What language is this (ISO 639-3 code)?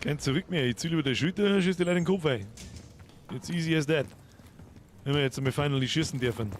bar